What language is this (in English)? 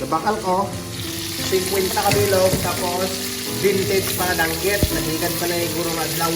Hiligaynon